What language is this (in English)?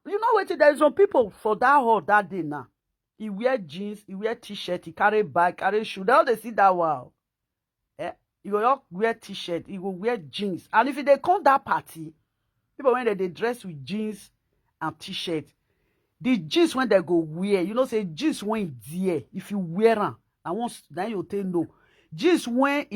Nigerian Pidgin